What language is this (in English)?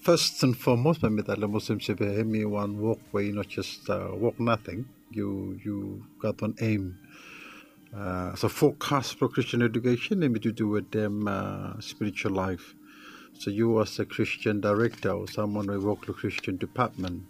Bislama